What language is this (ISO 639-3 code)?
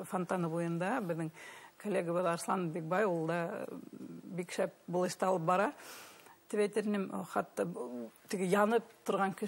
bak